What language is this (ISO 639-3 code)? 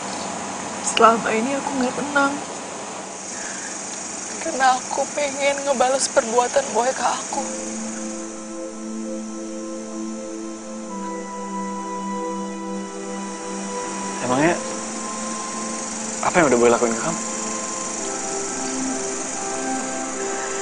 ind